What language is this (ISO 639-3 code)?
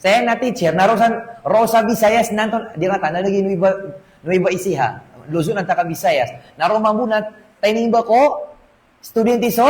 mrw